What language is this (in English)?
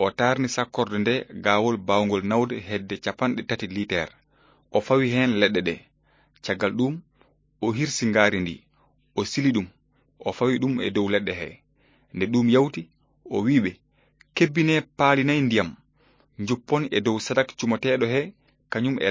Fula